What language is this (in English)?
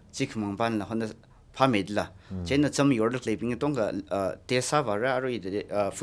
Tangkhul Naga (India)